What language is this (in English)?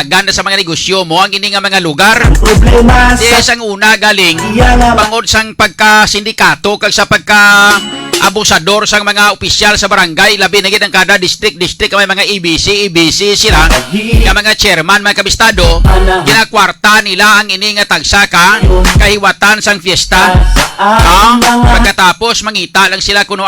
Hiligaynon